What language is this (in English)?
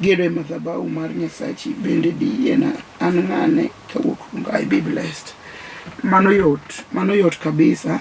Luo (Kenya and Tanzania)